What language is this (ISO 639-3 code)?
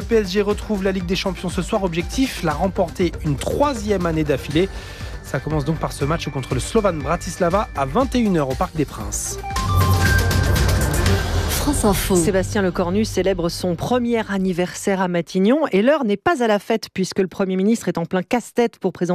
fra